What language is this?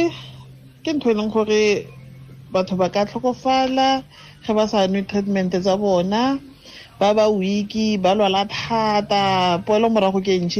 Tswana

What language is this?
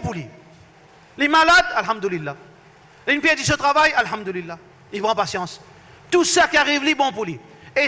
Morisyen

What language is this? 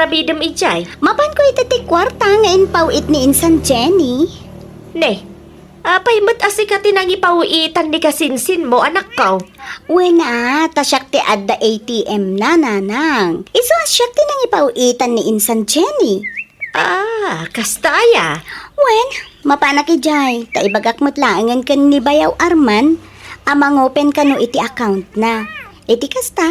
Iloko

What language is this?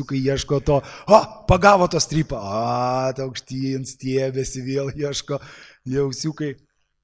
Lithuanian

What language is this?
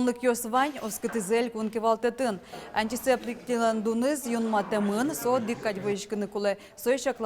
Udmurt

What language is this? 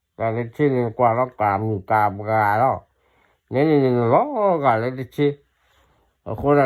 S'gaw Karen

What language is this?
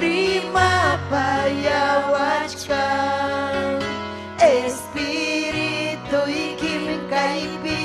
Ayacucho Quechua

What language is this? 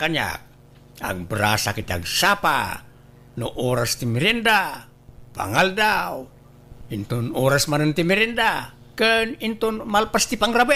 Iloko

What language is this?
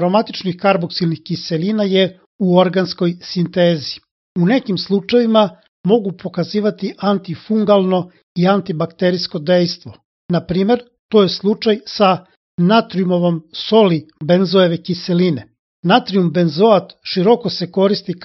Serbian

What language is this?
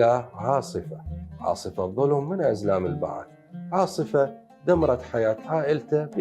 Mesopotamian Arabic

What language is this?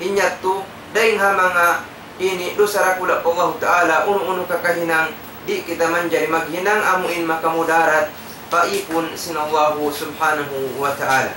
Tausug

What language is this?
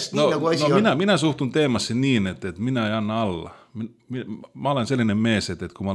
Estonian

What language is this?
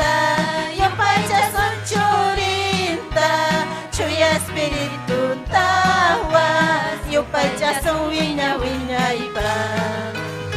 Ayacucho Quechua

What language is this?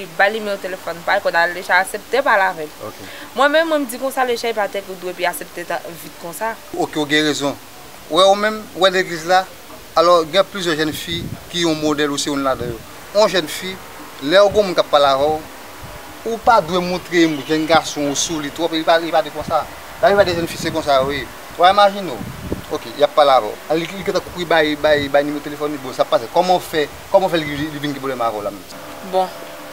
Haitian Creole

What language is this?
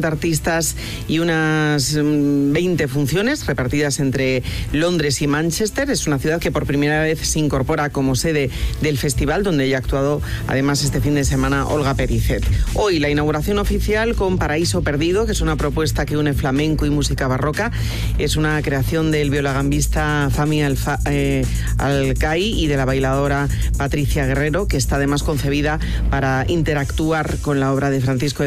Spanish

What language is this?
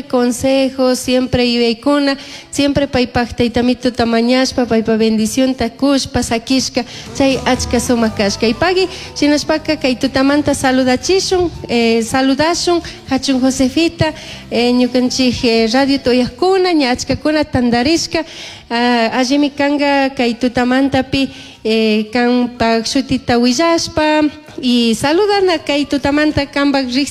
Chimborazo Highland Quichua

